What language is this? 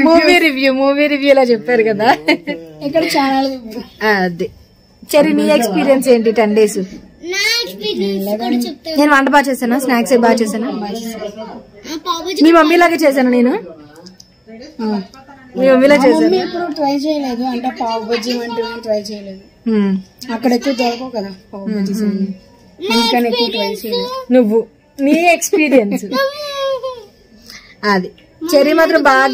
Telugu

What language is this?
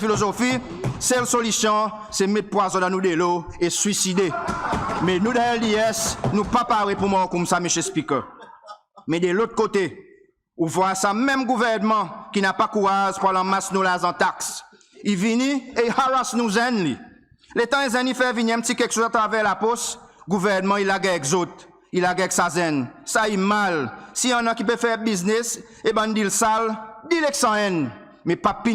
Seselwa Creole French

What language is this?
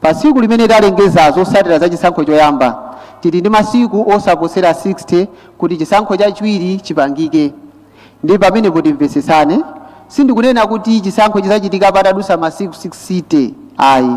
Nyanja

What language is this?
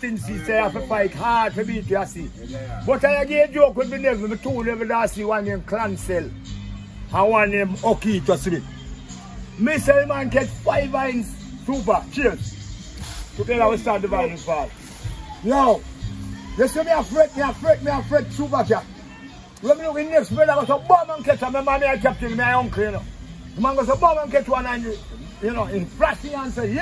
Jamaican Creole English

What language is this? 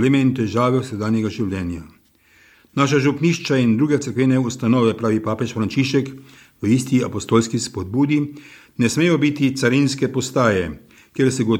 Slovenian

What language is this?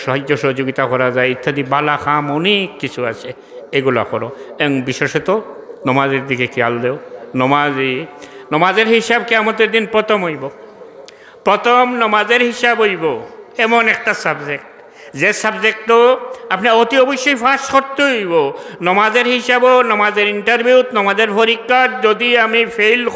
Sylheti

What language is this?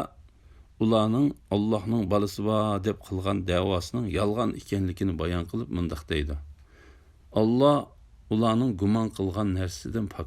Uyghur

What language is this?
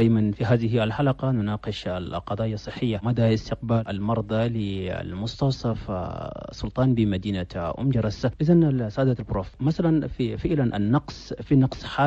Chadian Arabic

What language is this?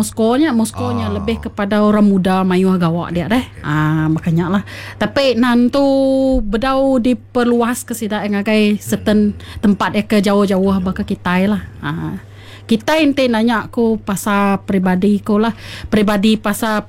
Iban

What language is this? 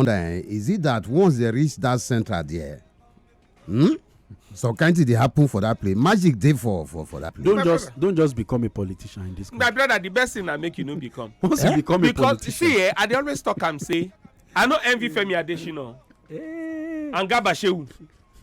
Nigerian Pidgin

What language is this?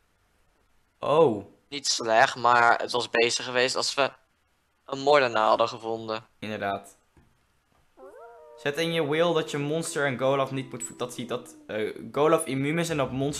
Dutch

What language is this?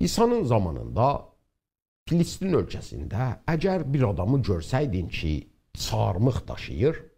South Azerbaijani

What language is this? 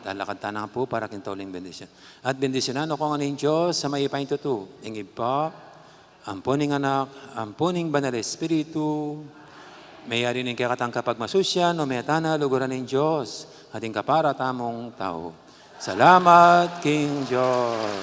Pampanga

